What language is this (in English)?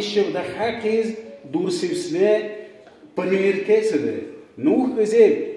Dargwa